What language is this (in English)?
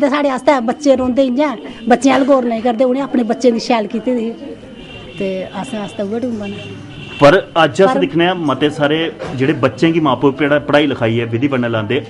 Dogri